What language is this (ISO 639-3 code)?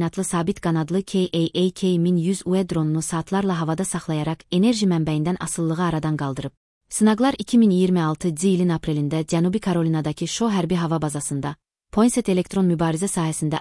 aze